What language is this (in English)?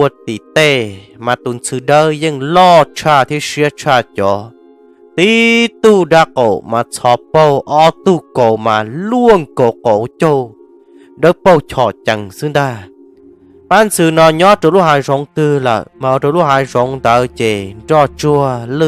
Hmong